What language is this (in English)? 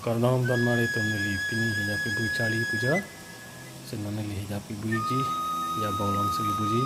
Karbi